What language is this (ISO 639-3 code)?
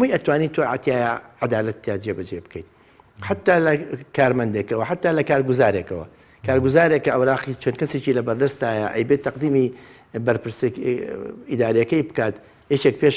ckb